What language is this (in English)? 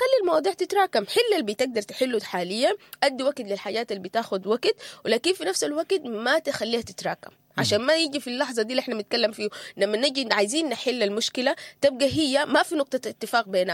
Sudanese Arabic